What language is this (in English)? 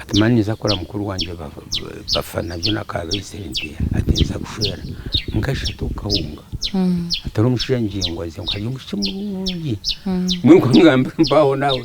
Nyankole